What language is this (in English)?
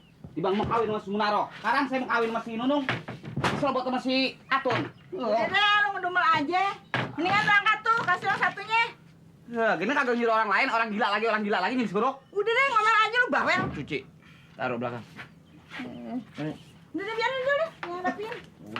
Betawi